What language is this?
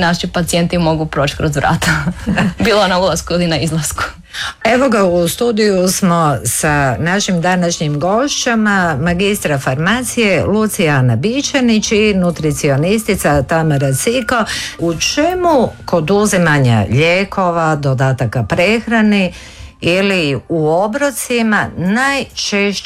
Croatian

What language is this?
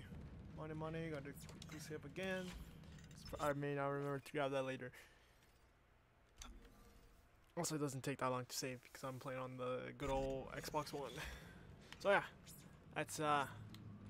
English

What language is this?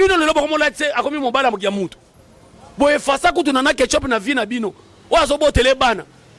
Lingala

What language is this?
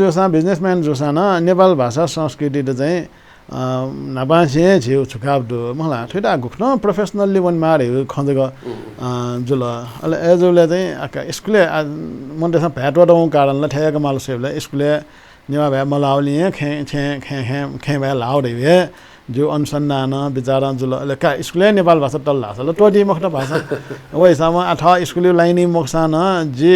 Newari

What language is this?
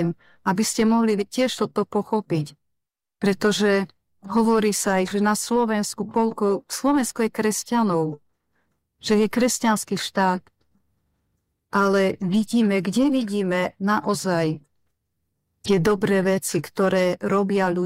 Slovak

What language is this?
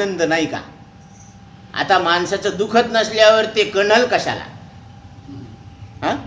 Marathi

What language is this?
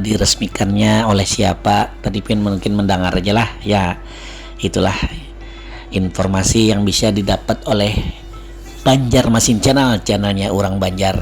Banjar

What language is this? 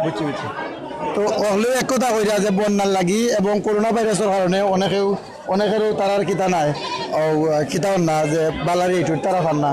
Sylheti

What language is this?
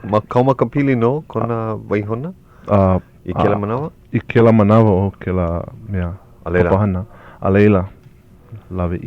Hawaiian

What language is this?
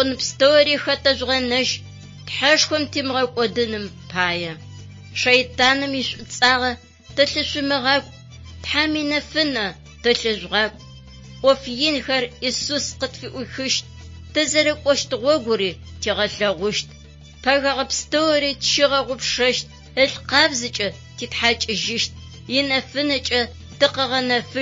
Adyghe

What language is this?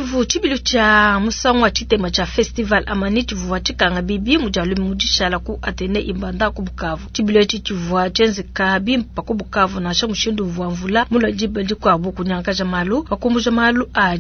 Luba-Lulua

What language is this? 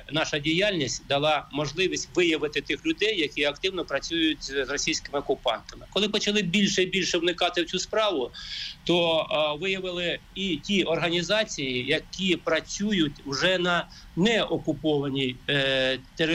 Ukrainian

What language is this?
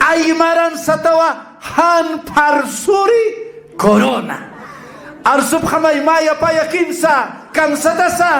Aymara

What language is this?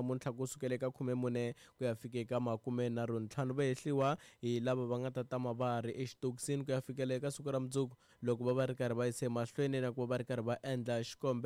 Tsonga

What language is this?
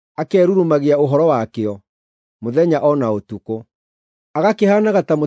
Kikuyu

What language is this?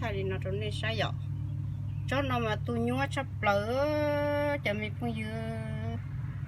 Hmong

